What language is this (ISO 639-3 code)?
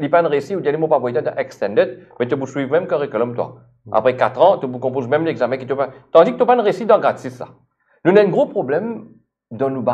mfe